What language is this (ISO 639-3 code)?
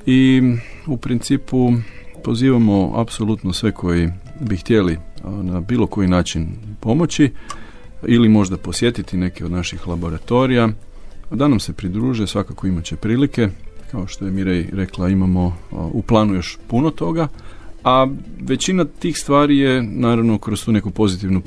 hrv